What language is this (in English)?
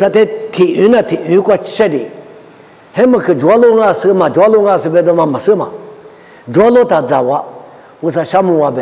Lisu